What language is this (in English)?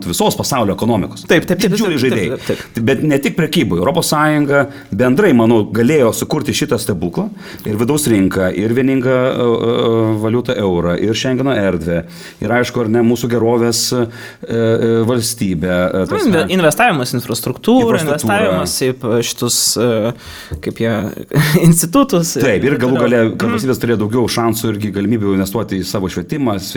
Lithuanian